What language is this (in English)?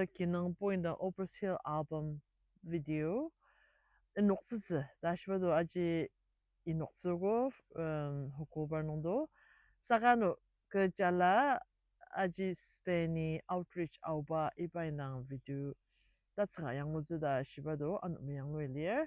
Ao Naga